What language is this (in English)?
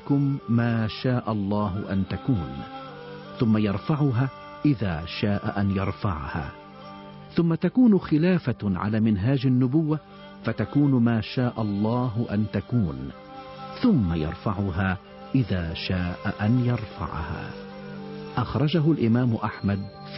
Arabic